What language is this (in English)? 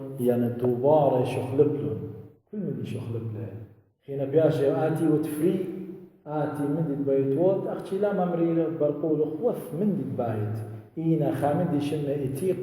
Assyrian Neo-Aramaic